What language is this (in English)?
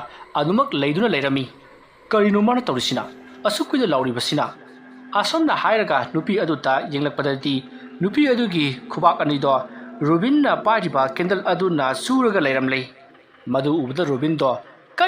Manipuri